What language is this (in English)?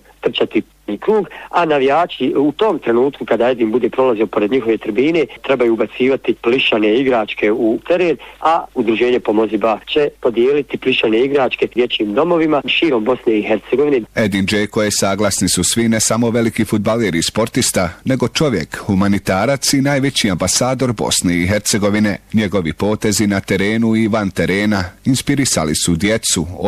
Bosnian